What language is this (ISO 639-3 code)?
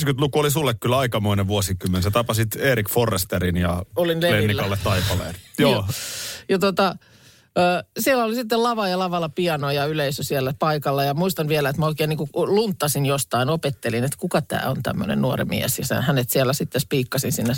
fin